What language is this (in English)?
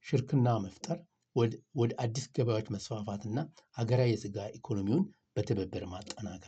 Amharic